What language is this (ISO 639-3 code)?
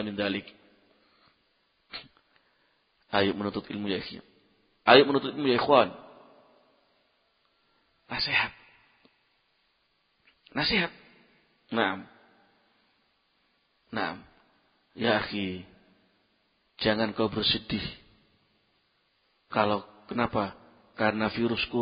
ind